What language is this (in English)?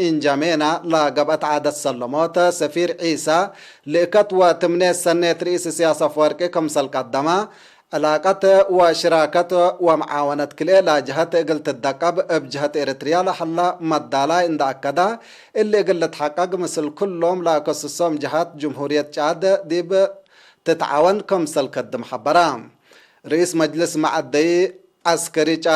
Tigre